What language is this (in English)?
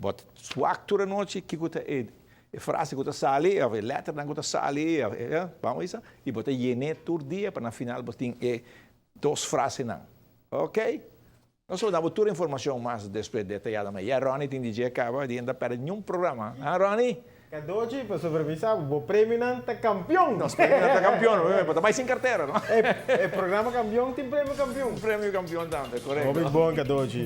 Papiamento